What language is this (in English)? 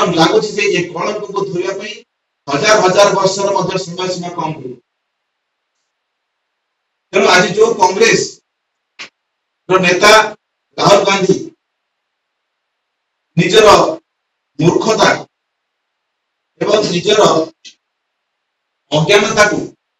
Odia